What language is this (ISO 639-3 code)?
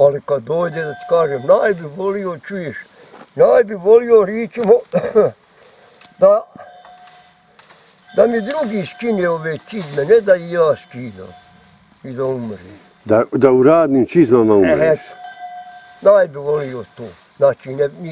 bos